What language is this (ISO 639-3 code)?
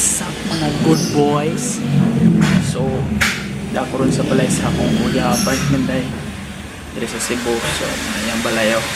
ceb